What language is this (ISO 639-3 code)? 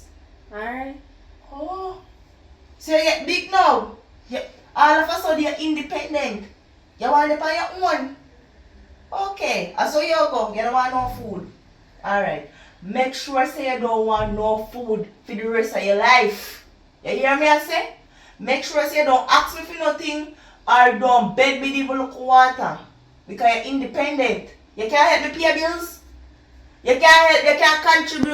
jam